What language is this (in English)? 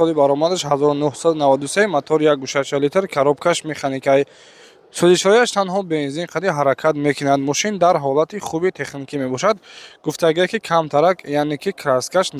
Tajik